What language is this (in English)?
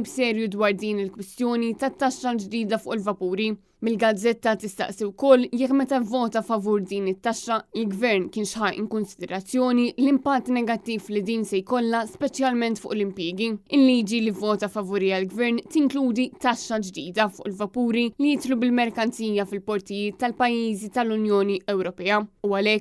Maltese